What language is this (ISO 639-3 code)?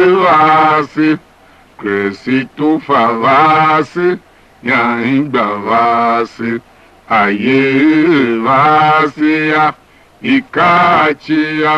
tiv